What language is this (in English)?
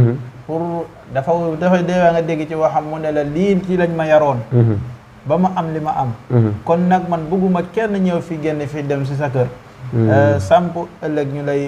Wolof